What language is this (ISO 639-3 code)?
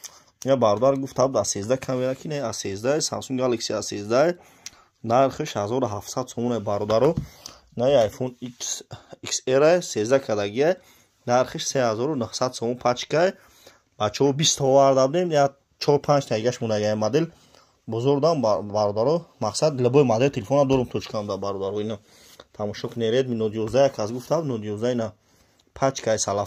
tgk